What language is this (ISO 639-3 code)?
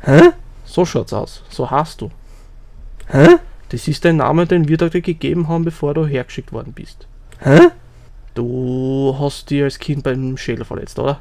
bar